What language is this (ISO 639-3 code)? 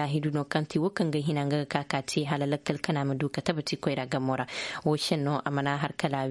dje